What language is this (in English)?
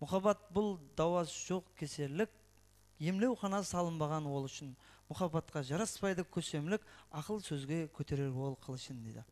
Kara-Kalpak